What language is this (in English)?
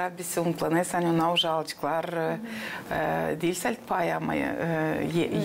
Gagauz